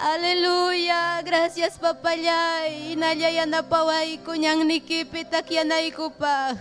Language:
Ayacucho Quechua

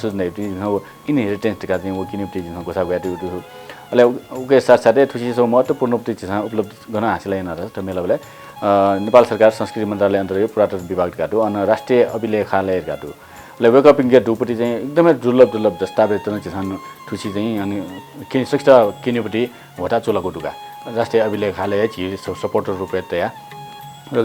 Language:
Newari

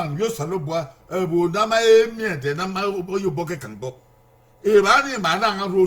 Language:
Bini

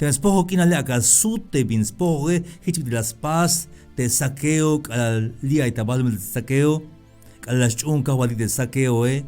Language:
Tzeltal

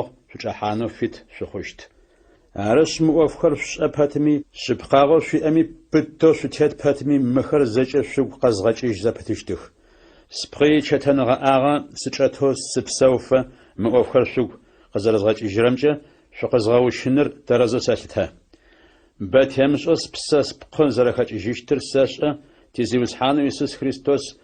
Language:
Adyghe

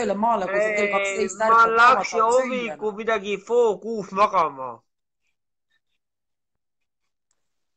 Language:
Estonian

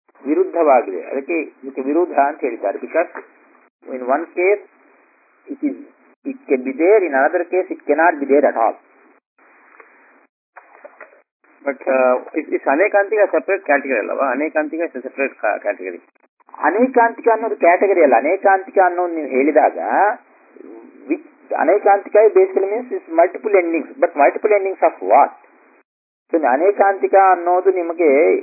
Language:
Kannada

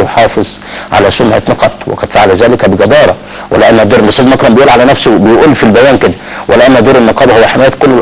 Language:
Egyptian Arabic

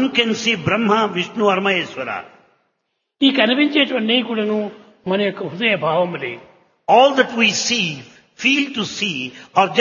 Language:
Telugu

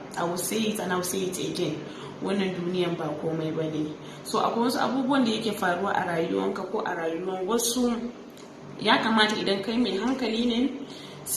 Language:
Hausa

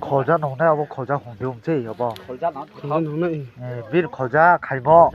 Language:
Riang (India)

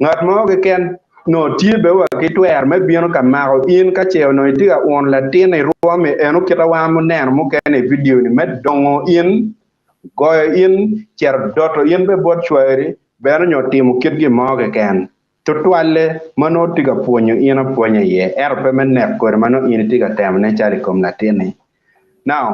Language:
Acoli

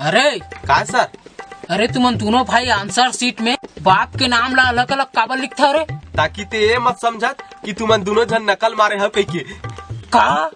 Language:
Chhattisgarhi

